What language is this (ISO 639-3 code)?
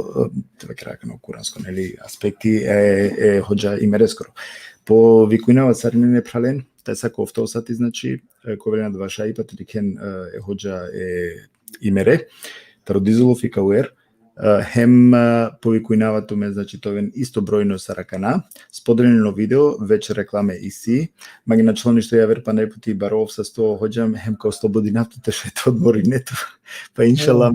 rmn